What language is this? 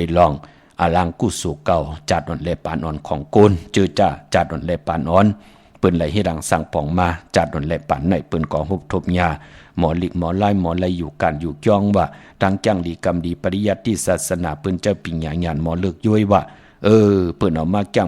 Shan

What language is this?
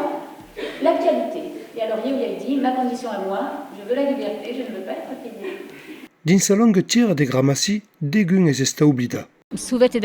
Occitan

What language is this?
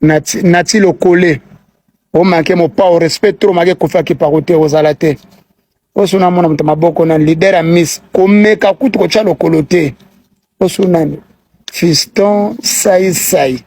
Lingala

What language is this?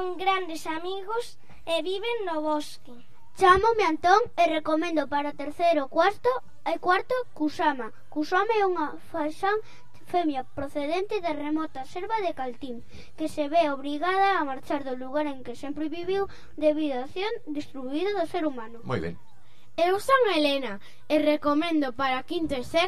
Galician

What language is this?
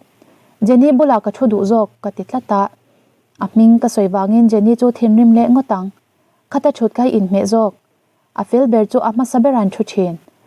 Mizo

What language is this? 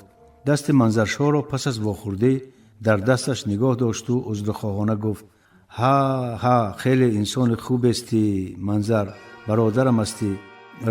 Tajik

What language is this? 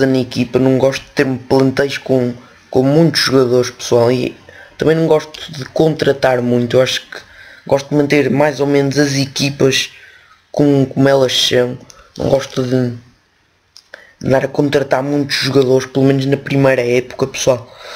Portuguese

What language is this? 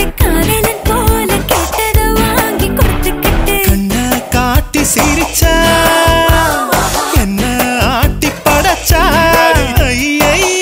Tamil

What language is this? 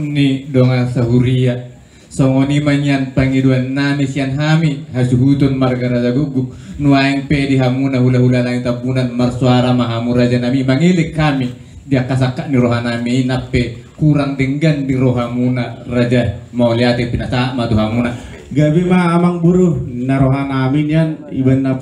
Batak Toba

